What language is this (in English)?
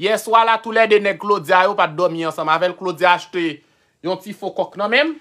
Haitian Creole